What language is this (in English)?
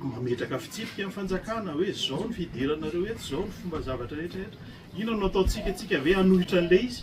Malagasy